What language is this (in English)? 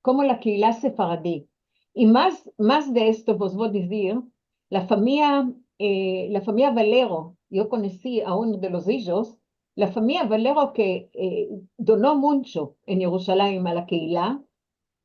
Ladino